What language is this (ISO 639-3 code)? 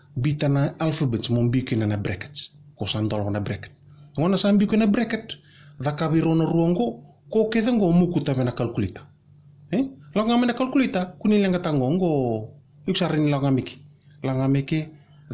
fij